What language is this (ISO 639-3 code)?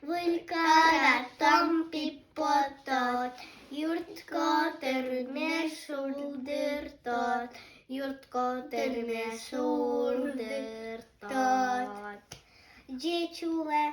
udm